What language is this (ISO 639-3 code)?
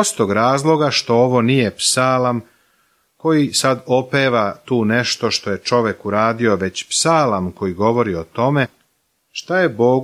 srp